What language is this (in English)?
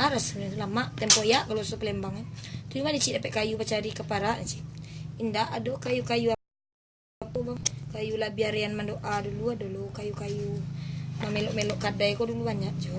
Minangkabau